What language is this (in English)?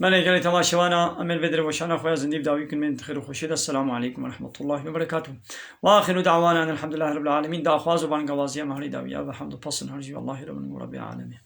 Kurdish